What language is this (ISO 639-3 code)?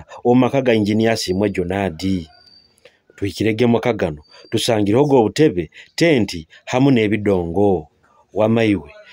nyo